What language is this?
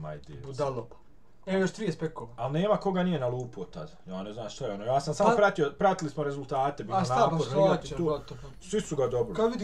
Bosnian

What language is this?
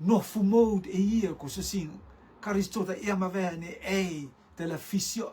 Rotuman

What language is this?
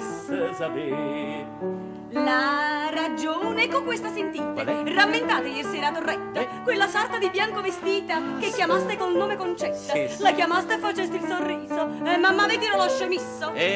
Neapolitan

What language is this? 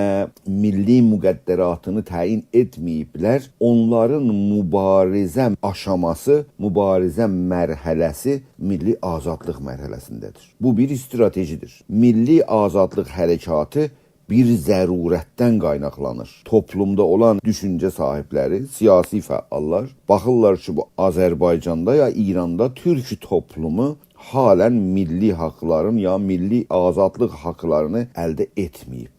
South Azerbaijani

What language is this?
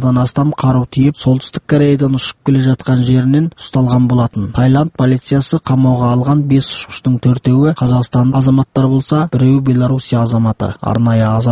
Kazakh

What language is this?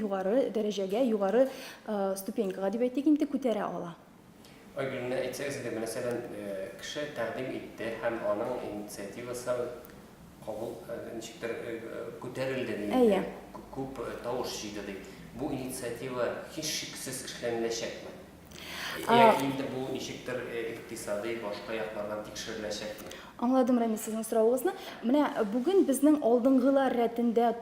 Tatar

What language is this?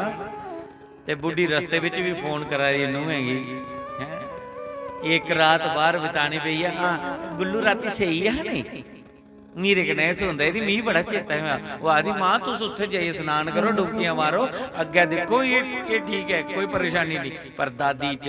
Dogri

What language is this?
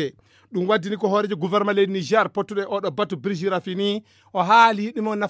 Fula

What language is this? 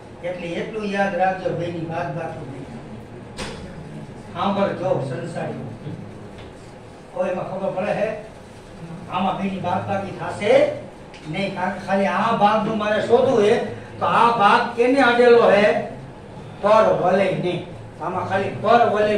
Gujarati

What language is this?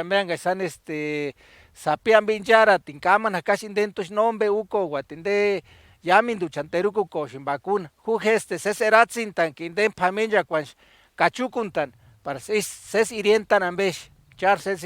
Purepecha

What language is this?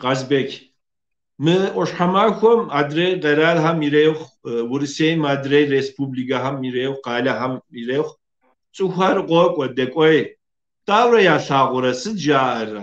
Kabardian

